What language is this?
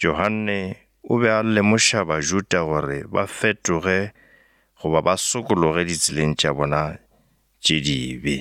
Northern Sotho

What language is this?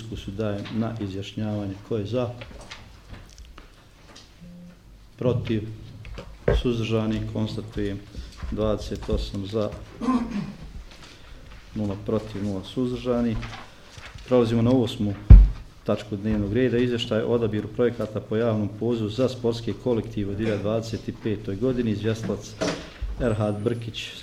Bosnian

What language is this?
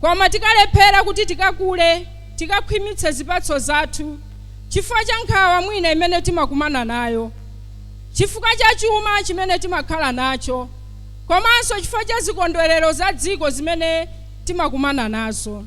Nyanja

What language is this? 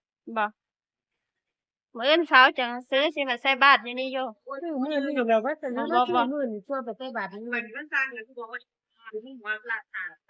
Northeastern Thai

